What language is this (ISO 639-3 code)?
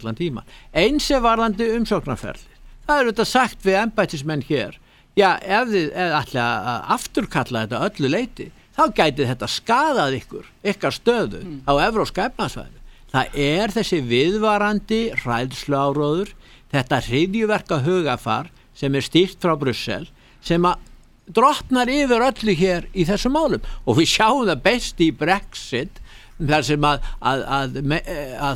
isl